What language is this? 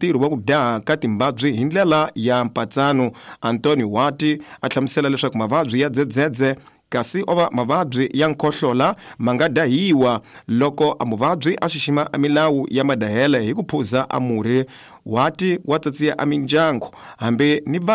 Tsonga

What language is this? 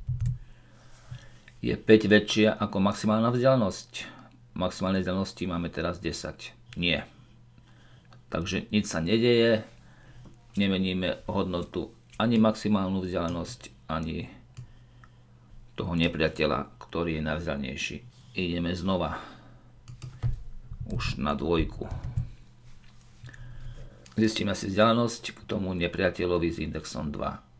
Slovak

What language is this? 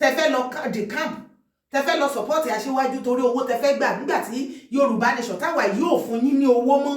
Yoruba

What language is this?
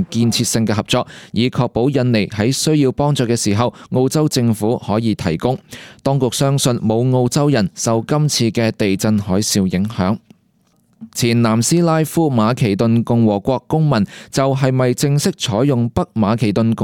Cantonese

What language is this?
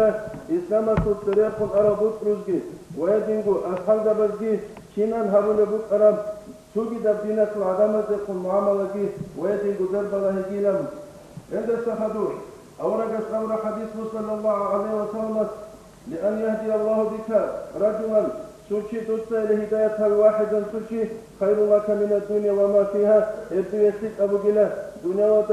Avaric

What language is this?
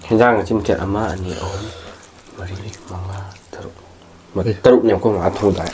Manipuri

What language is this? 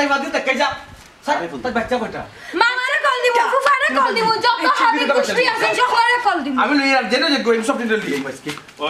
Sylheti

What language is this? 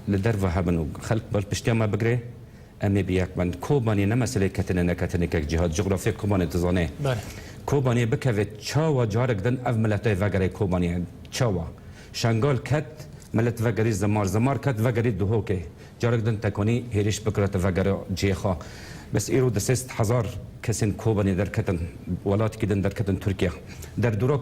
Kurdish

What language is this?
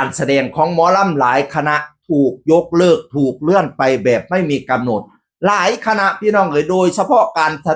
Northeastern Thai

